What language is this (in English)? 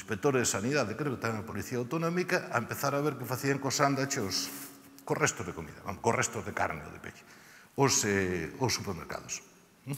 Galician